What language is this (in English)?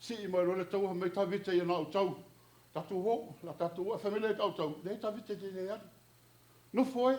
Samoan